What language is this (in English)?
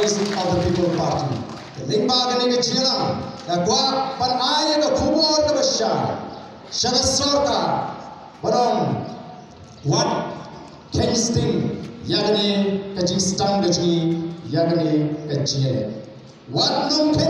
Khasi